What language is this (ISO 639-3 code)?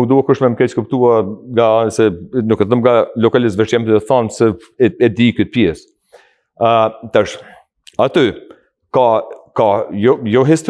sqi